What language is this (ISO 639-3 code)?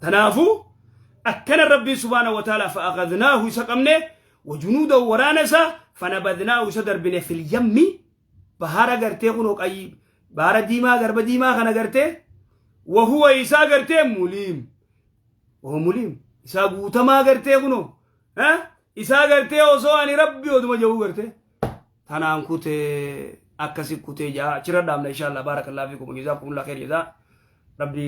orm